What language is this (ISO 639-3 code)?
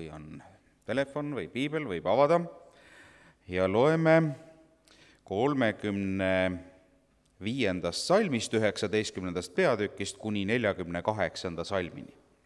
est